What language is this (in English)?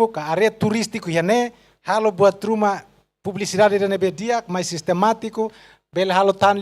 Tetum